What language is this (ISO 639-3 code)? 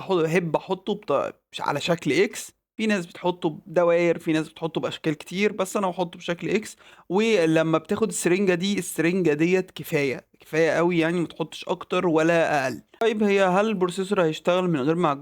arz